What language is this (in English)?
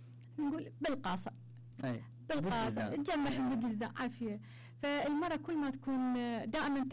Mesopotamian Arabic